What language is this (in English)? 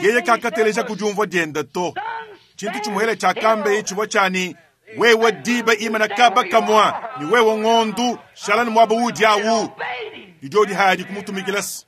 Luba-Lulua